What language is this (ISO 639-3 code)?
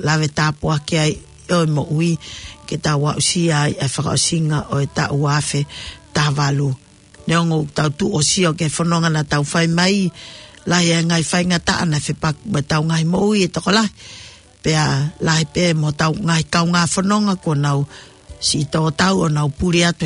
ton